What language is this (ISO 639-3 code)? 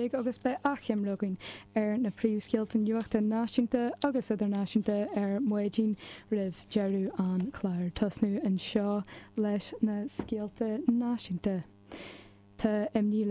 gle